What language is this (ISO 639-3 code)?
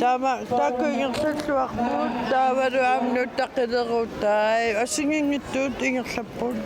kal